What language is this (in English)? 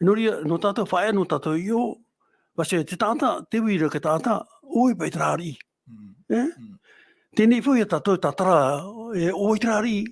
Tahitian